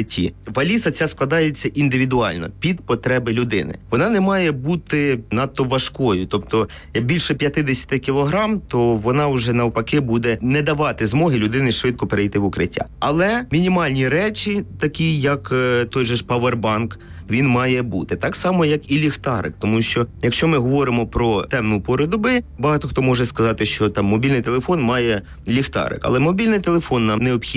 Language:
Ukrainian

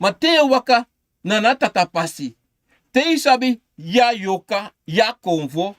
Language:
Sranan Tongo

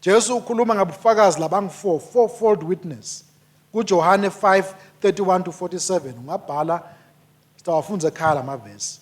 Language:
Swati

